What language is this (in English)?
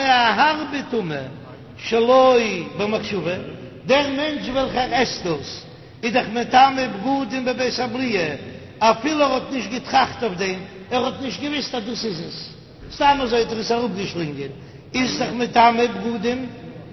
Yiddish